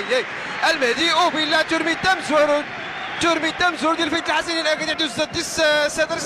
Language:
Moroccan Arabic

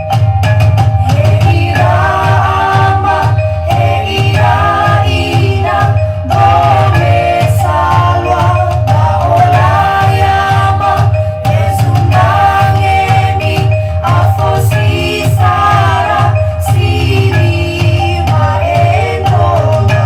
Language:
Nias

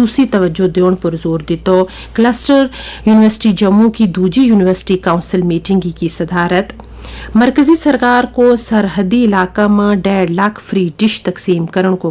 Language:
Gujari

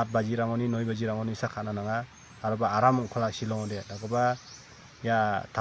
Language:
Garo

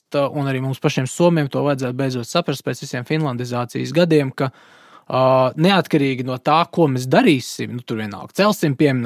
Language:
Latvian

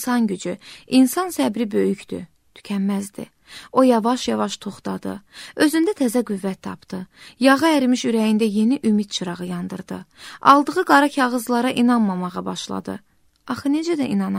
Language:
Azerbaijani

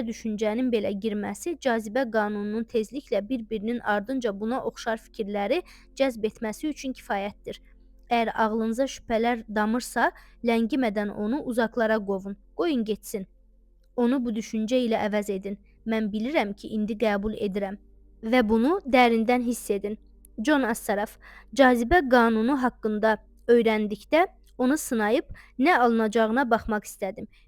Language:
Azerbaijani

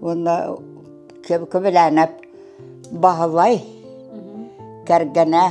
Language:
Yakut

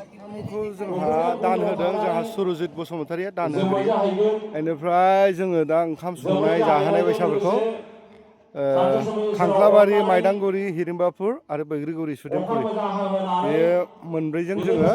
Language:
Bodo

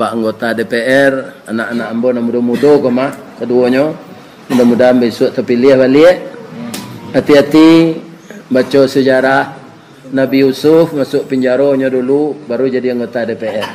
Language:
Minangkabau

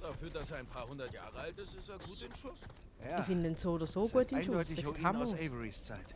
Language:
Swiss German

